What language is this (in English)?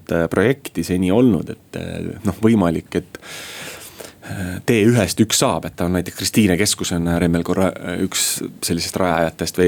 Estonian